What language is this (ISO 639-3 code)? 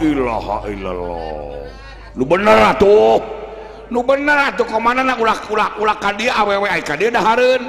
sun